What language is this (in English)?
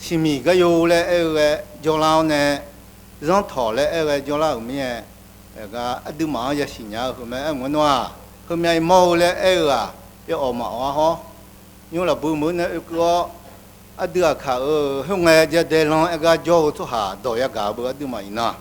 Akha